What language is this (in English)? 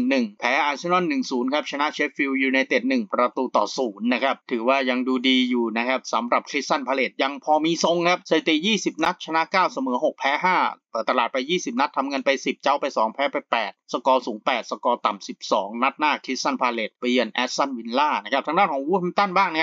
Thai